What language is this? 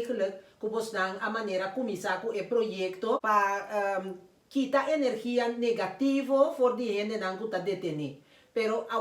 Papiamento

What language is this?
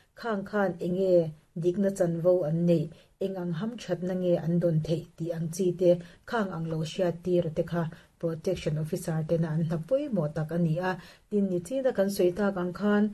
Mizo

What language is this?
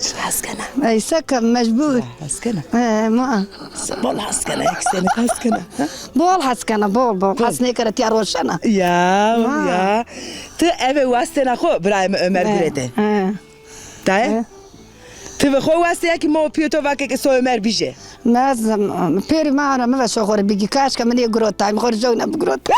Zaza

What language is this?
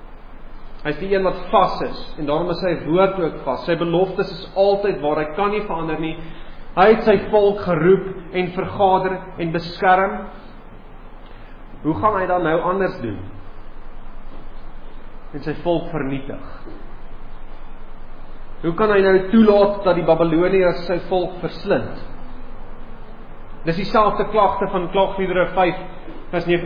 Afrikaans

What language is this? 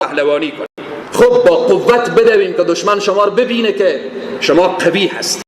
Persian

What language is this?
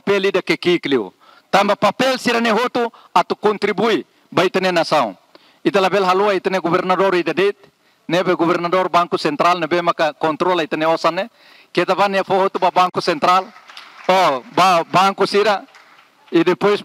Tetum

